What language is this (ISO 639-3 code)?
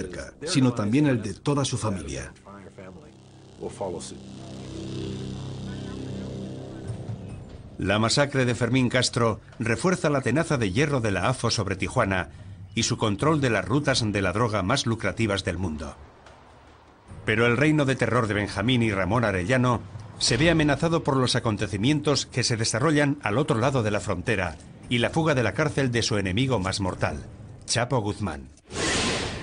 spa